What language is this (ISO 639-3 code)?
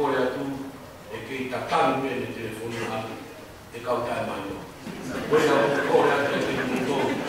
ton